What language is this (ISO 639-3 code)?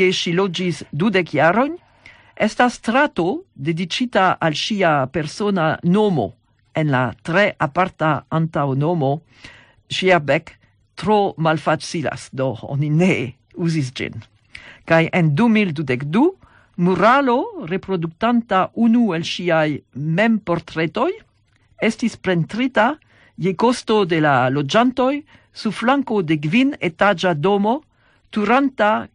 epo